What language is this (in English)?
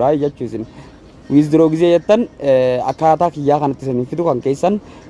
Oromo